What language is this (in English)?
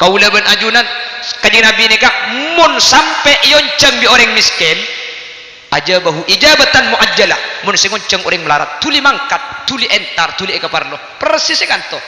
Madurese